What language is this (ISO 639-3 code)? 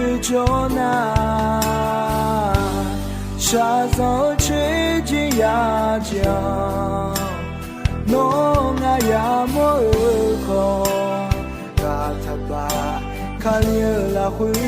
ahk